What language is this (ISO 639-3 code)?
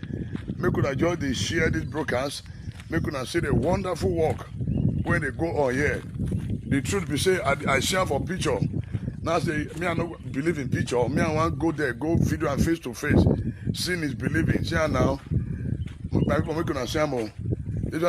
pcm